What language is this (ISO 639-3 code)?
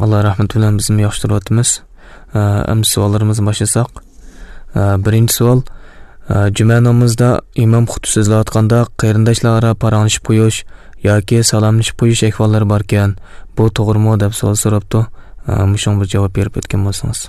uig